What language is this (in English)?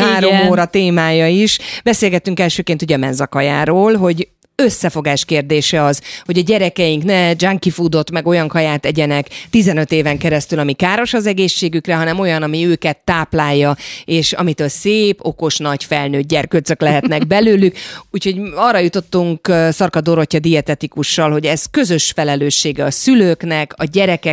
Hungarian